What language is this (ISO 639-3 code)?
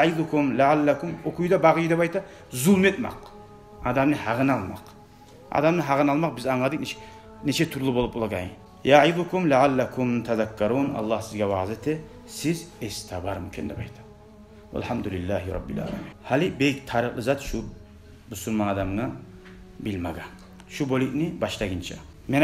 kum